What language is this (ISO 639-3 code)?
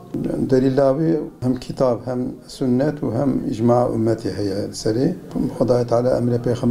kur